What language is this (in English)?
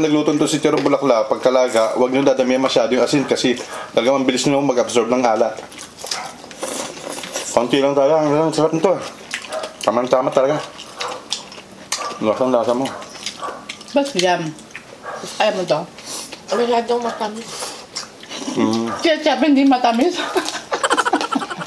Filipino